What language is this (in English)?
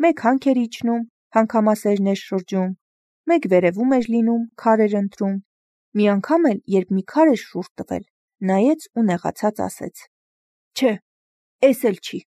Armenian